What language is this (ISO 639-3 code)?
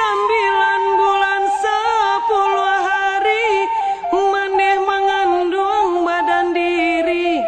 min